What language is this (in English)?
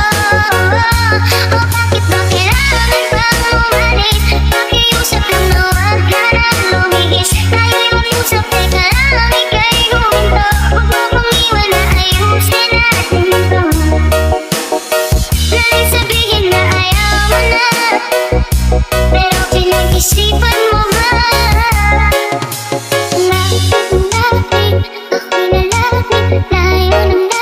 Filipino